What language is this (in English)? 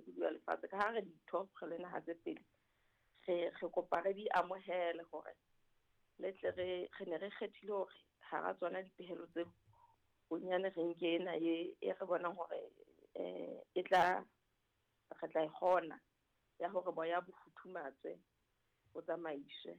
Southern Sotho